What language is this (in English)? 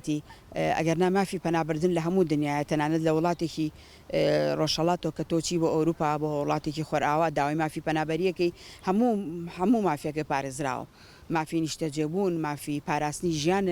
Central Kurdish